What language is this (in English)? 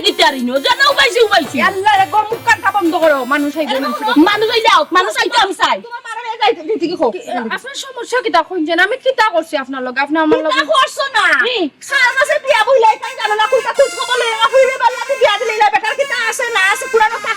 Sylheti